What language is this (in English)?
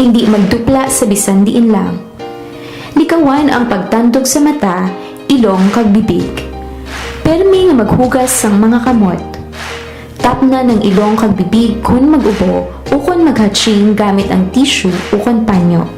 Hiligaynon